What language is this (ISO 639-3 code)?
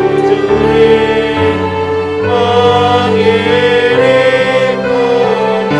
bts